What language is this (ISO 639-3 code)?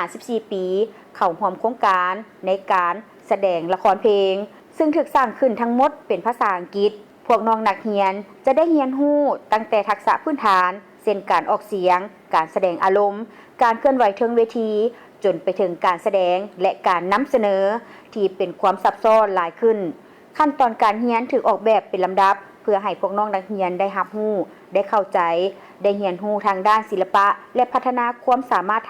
lao